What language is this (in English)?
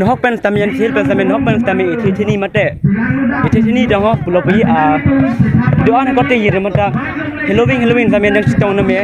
Karbi